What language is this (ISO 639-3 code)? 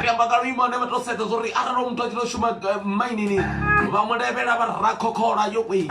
ven